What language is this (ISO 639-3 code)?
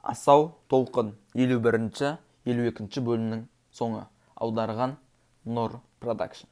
kaz